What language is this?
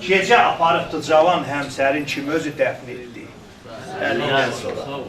South Azerbaijani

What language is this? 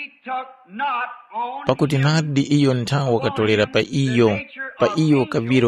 Tumbuka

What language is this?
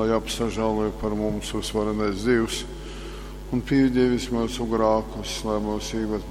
Latgalian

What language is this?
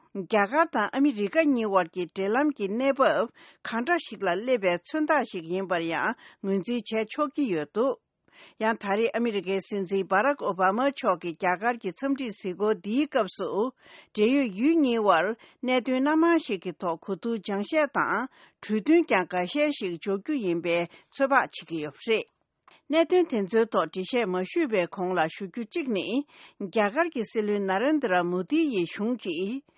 Tibetan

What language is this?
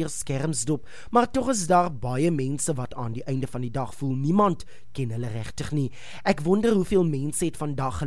Afrikaans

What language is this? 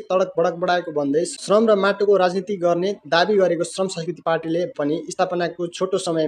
Nepali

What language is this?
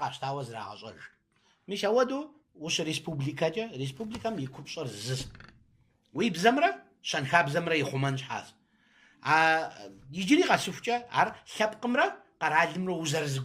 Kabardian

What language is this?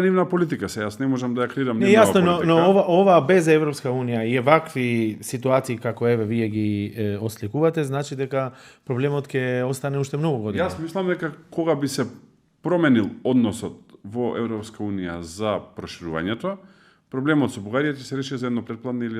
Macedonian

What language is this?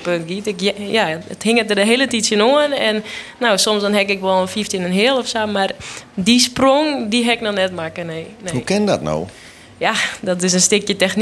Western Frisian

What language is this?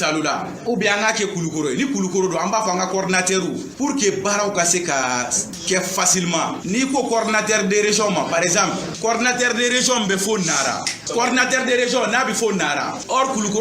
Bambara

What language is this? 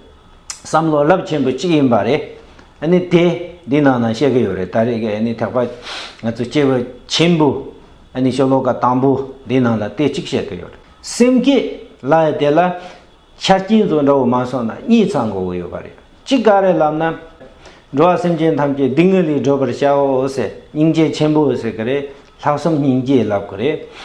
Tibetan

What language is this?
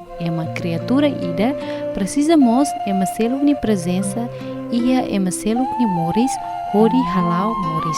Tetum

